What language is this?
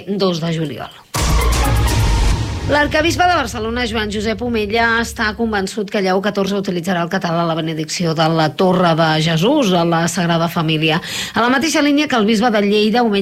Catalan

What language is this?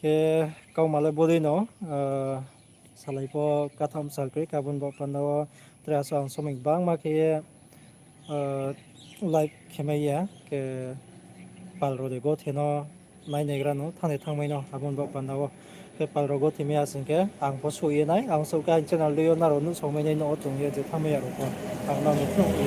Riang (India)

